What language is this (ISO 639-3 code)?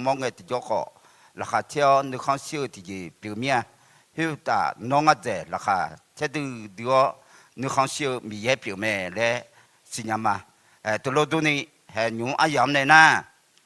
ahk